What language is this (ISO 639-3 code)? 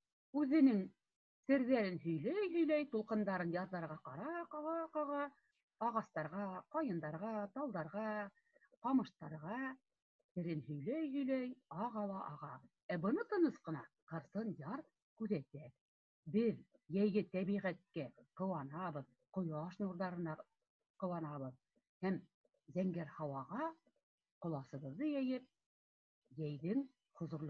bak